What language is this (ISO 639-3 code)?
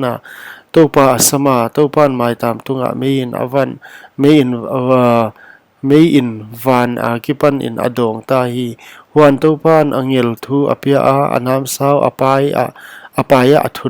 pck